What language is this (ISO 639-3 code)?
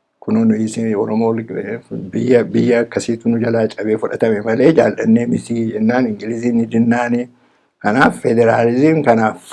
orm